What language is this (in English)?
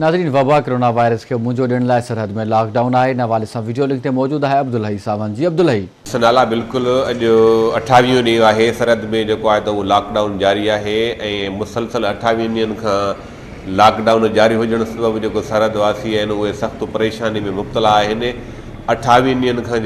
Sindhi